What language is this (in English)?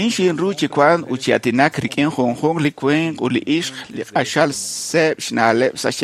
Kekchí